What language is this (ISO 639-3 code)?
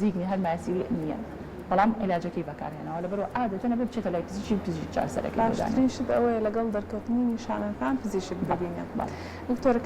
ckb